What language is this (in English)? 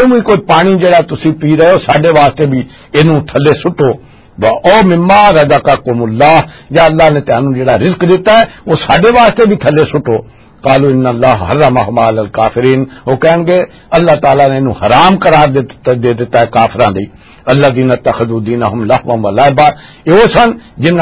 Western Panjabi